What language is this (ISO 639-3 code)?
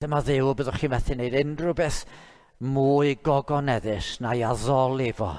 cym